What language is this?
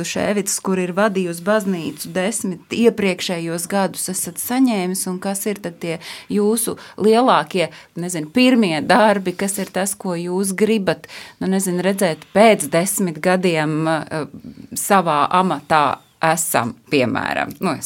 Latvian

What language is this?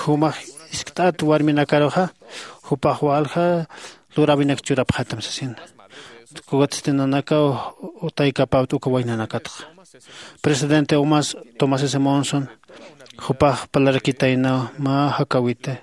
Aymara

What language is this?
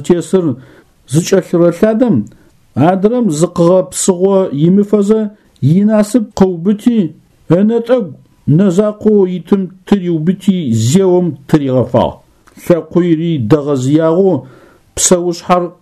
Adyghe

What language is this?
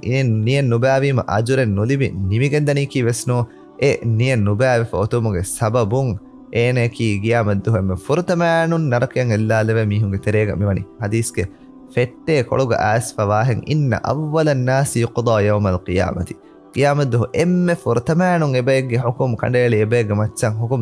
Divehi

